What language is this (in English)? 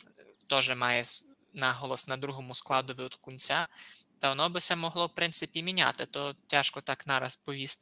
Rusyn